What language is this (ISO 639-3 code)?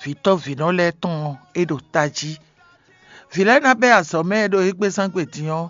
fon